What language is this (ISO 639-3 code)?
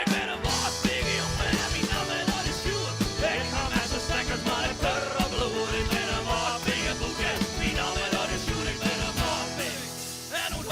fry